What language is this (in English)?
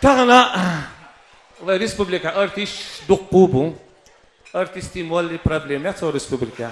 Chechen